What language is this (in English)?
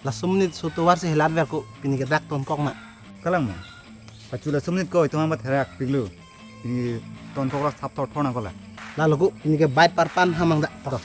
Karbi